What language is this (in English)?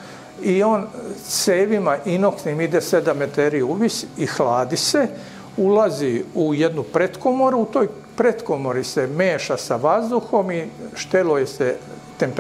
Serbian